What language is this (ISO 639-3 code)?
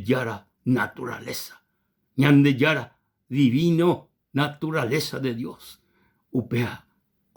grn